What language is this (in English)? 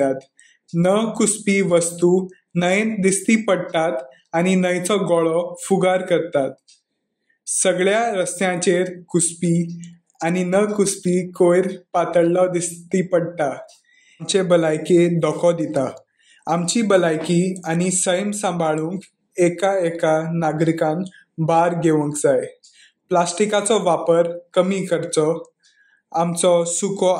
Konkani